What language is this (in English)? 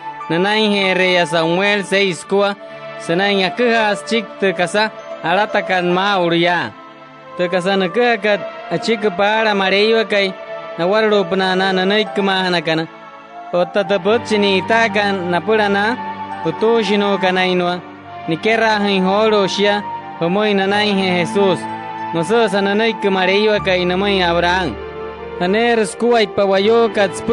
Wayuu